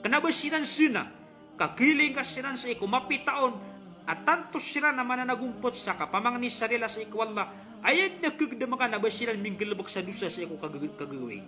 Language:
Maranao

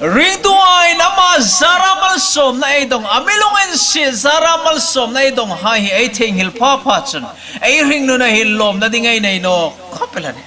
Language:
Hmar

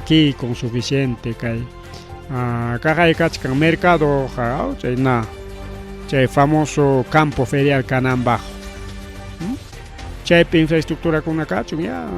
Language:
Ayacucho Quechua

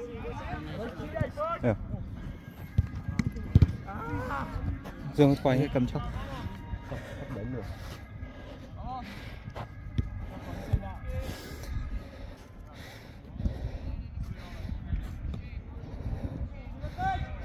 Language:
Czech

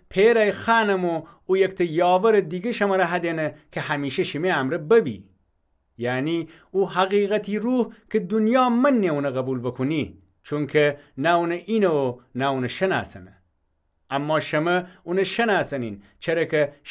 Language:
Gilaki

